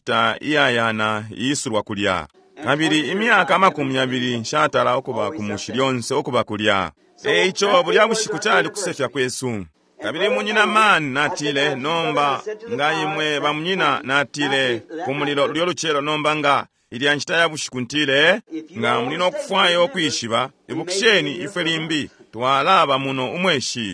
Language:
Bemba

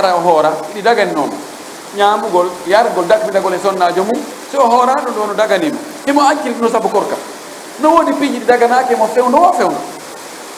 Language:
Fula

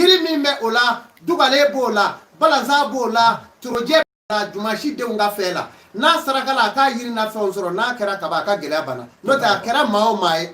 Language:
Bambara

